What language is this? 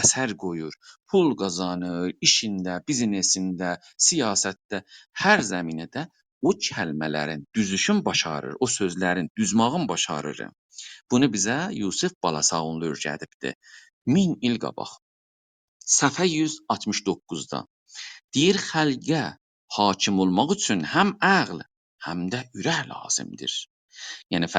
South Azerbaijani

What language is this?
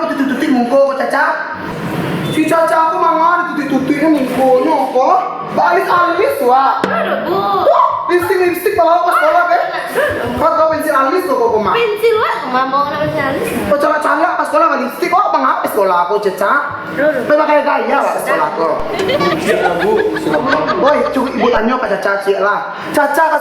Minangkabau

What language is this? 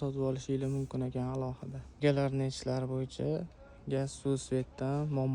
Uzbek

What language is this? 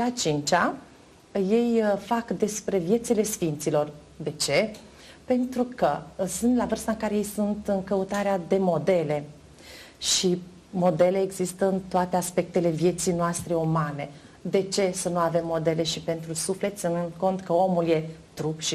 Romanian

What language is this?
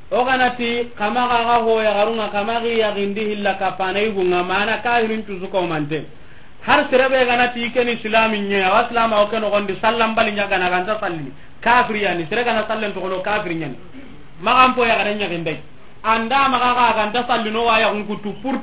Soninke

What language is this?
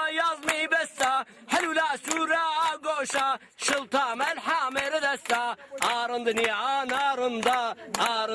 Zaza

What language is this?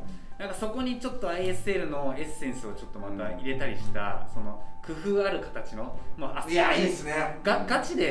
Japanese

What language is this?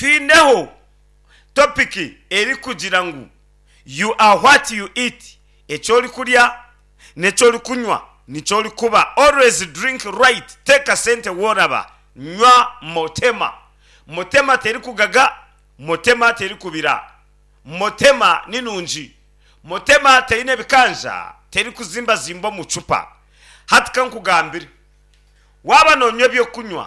Nyankole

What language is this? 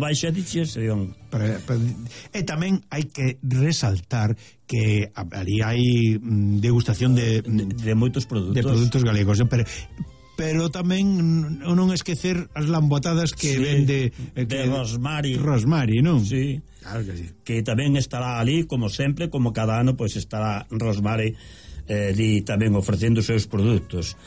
Galician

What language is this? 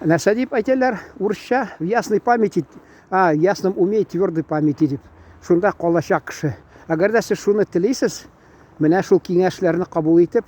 Tatar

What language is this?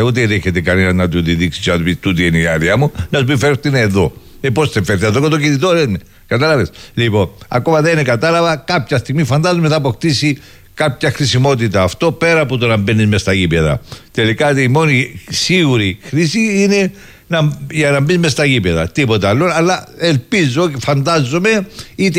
Greek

